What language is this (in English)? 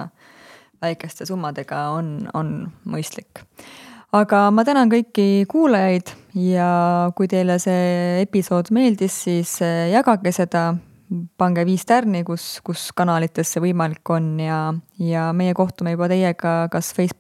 Estonian